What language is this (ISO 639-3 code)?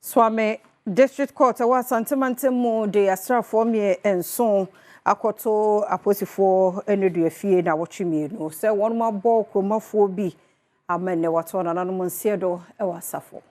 aka